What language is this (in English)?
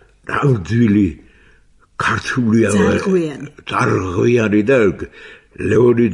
Georgian